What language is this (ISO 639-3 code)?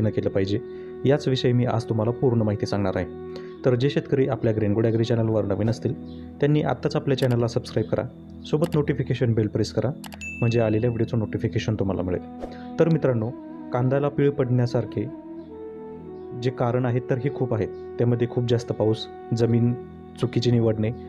mar